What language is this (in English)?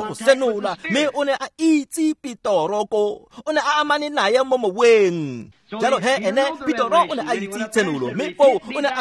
Tswana